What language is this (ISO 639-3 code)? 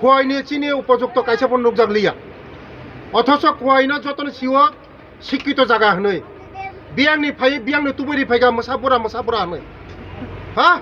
trp